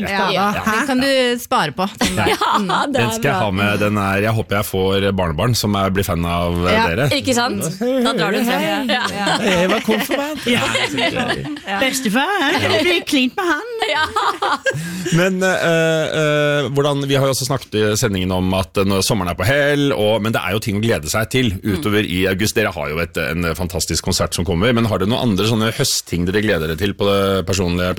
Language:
Norwegian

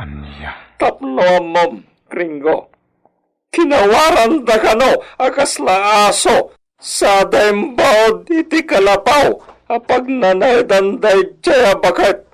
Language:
Iloko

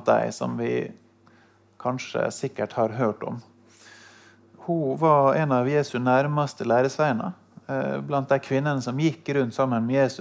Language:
Norwegian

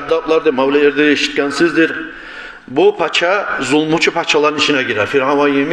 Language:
Kumyk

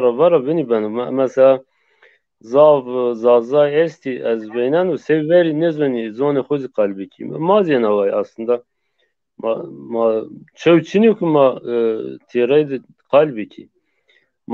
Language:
Zaza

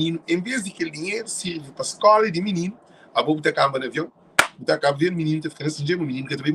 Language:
Kabuverdianu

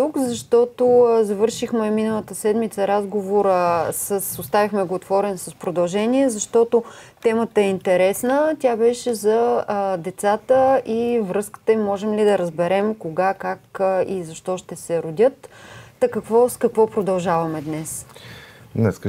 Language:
Bulgarian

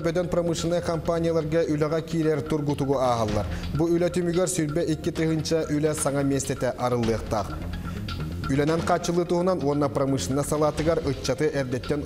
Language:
Yakut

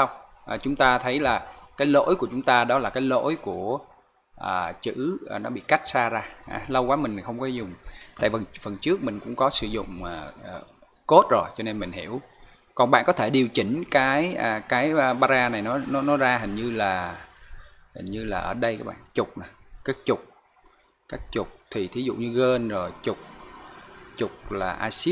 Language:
Vietnamese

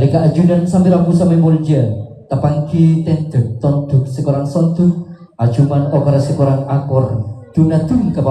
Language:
Madurese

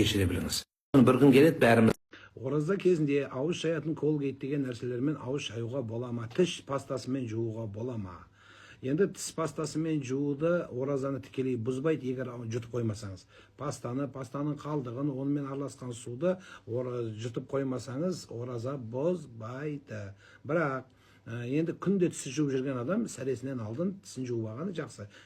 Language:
Kazakh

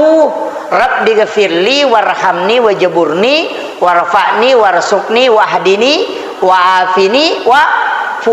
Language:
Buginese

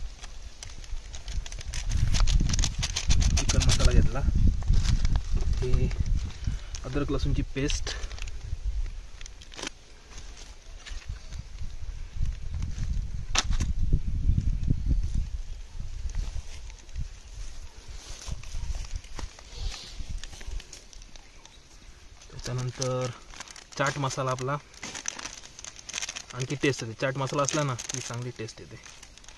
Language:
Marathi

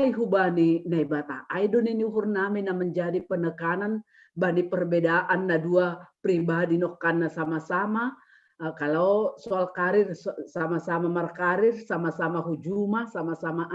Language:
Batak Simalungun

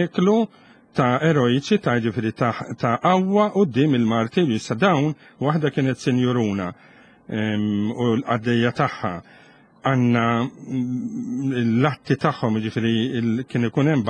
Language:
Maltese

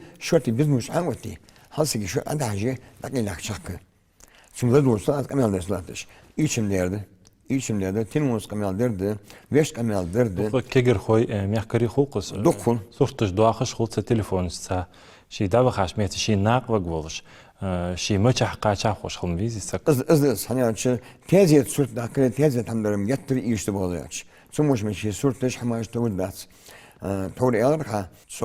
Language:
Ingush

